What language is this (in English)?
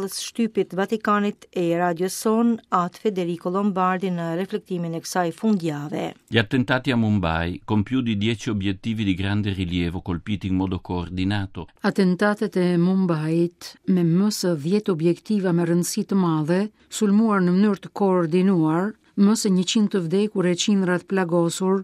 Albanian